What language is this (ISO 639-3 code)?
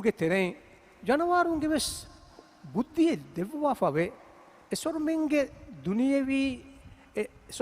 div